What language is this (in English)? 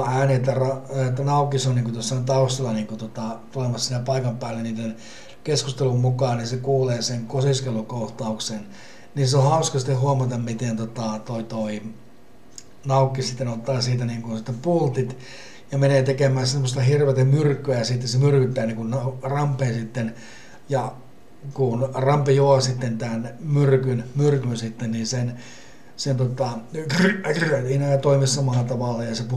Finnish